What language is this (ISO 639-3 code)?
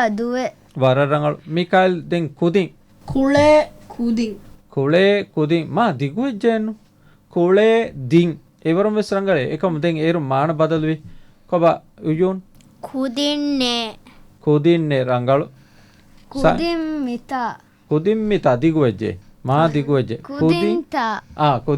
div